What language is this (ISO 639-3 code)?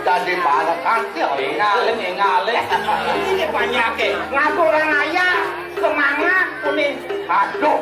ban